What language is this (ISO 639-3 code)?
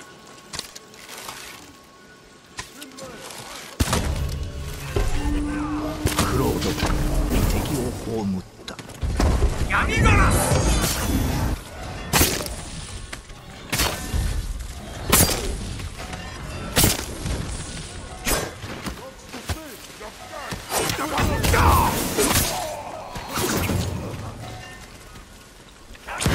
jpn